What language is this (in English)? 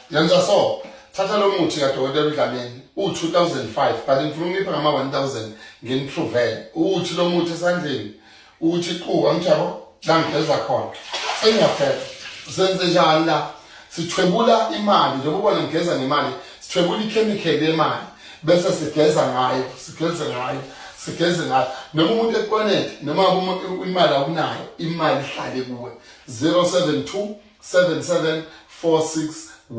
Zulu